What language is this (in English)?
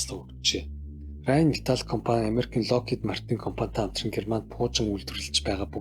Mongolian